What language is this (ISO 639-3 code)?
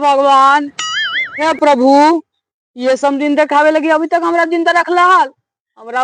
mag